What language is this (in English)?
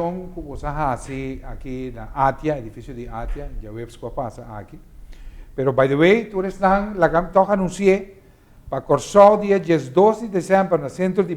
Papiamento